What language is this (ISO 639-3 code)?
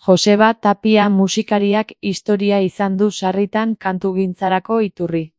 eus